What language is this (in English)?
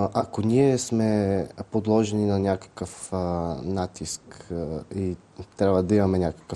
Bulgarian